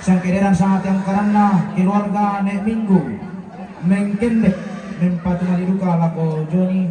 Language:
Toraja-Sa'dan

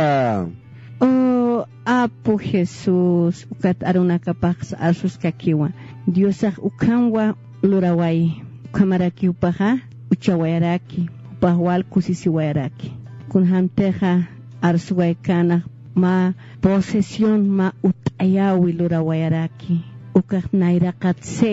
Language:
Aymara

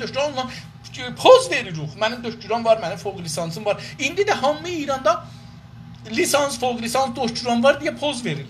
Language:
South Azerbaijani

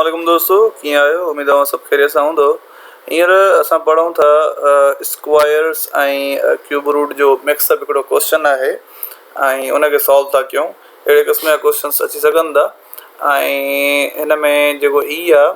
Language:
Sindhi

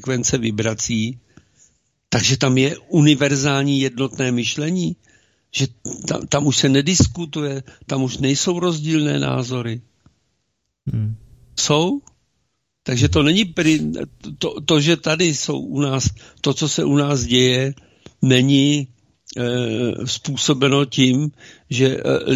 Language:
Czech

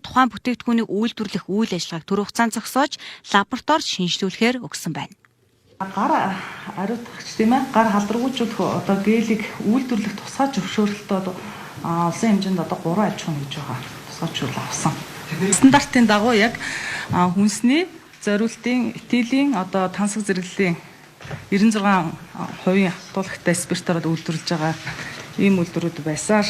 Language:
Mongolian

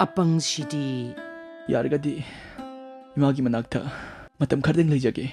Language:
Manipuri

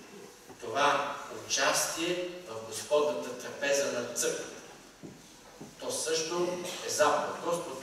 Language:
Bulgarian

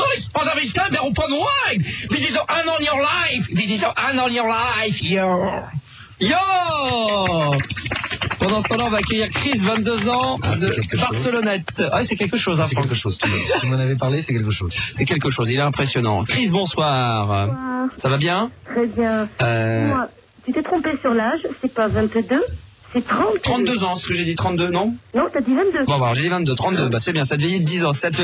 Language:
French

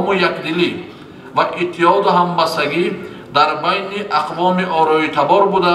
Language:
Tajik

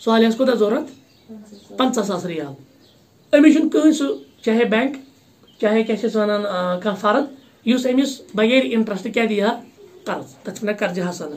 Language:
Kashmiri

